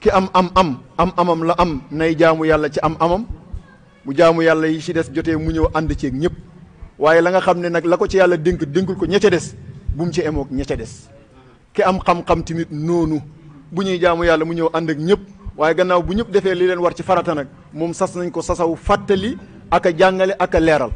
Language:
Wolof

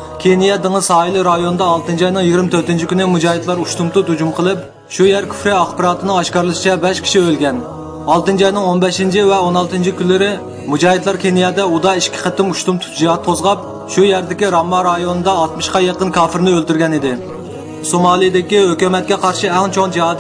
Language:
Uyghur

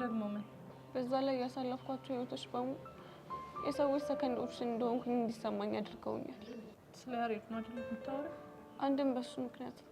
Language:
Amharic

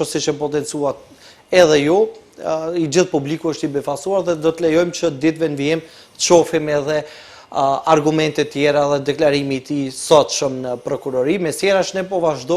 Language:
Albanian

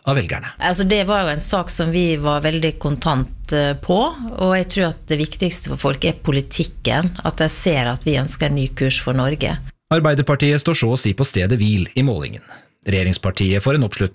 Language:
Norwegian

